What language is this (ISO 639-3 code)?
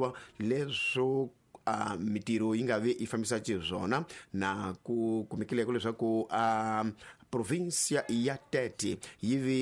tso